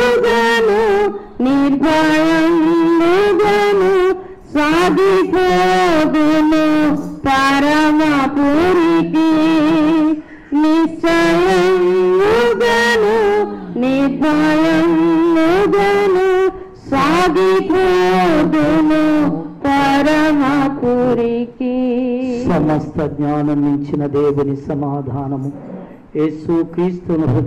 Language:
Telugu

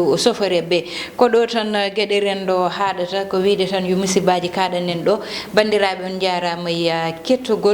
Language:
Fula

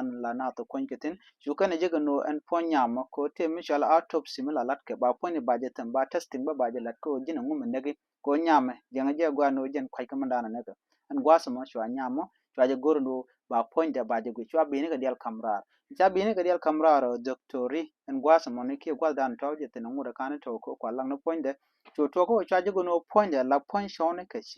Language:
Nuer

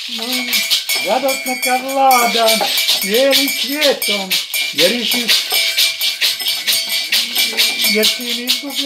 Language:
Croatian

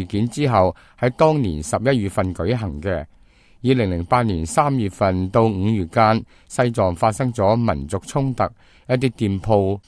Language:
Cantonese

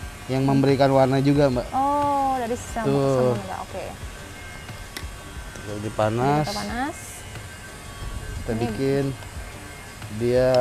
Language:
Indonesian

